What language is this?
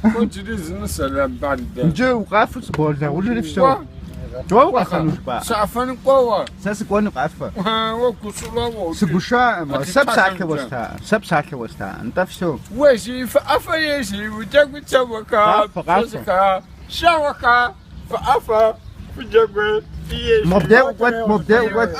Kabardian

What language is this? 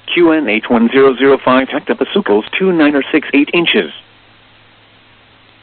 English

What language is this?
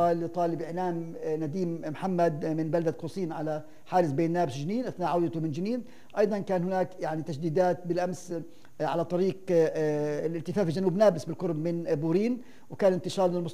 North Levantine Arabic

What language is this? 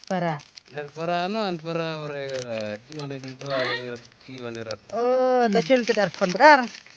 Khasi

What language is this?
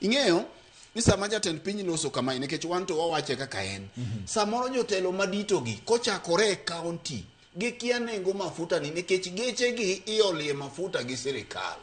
Luo (Kenya and Tanzania)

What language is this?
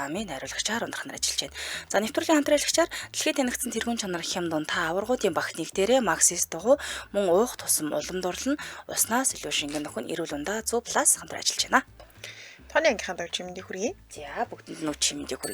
Mongolian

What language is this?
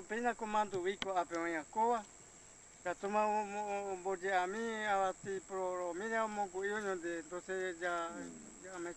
Guarani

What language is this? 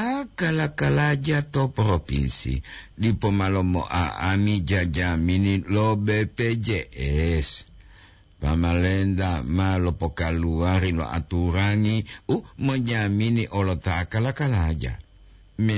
Gorontalo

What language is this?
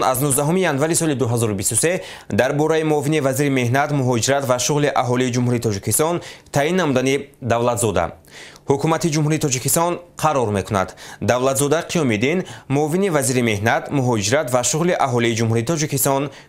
Tajik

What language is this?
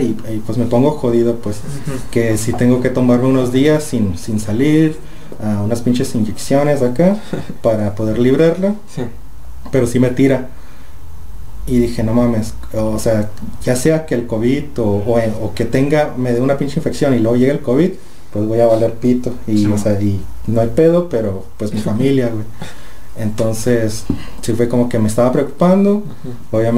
Spanish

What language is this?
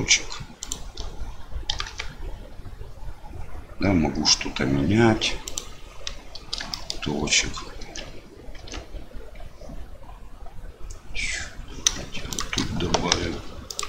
Russian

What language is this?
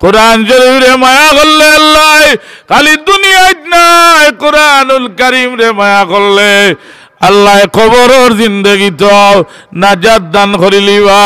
Sylheti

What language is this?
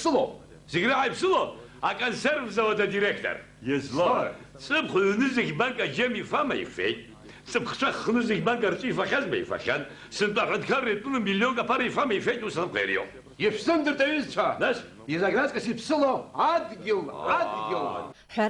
Abkhazian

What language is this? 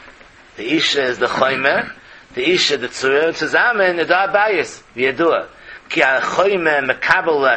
Yiddish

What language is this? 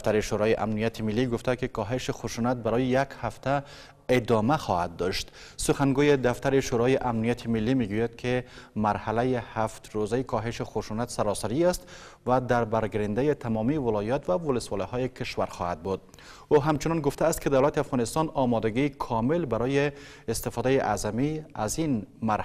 Persian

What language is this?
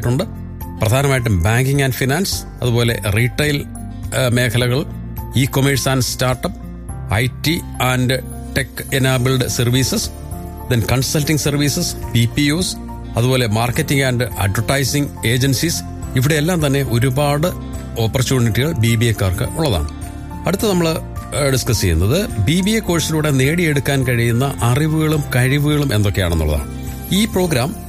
Malayalam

